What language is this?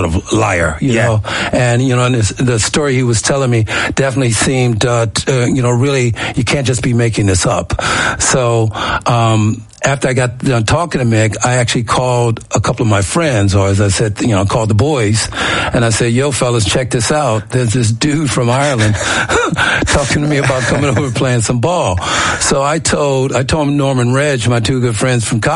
English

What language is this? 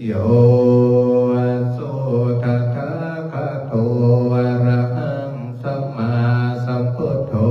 Pali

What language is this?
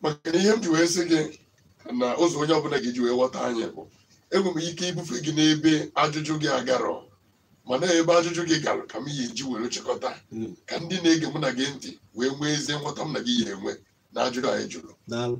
Igbo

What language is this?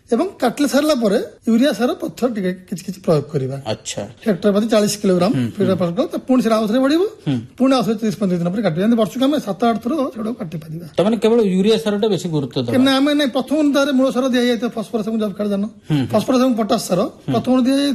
Odia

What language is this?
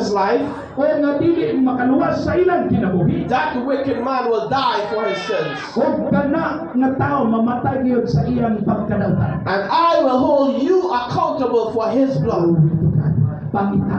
Cebuano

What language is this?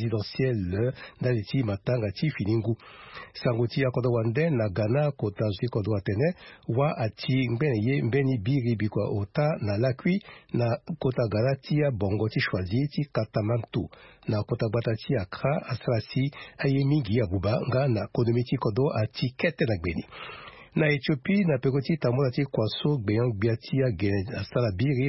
Sango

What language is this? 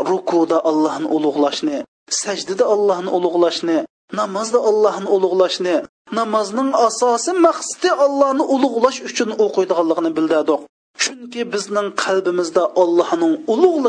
Uyghur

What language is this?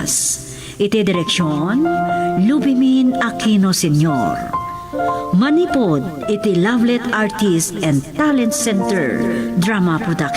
Iloko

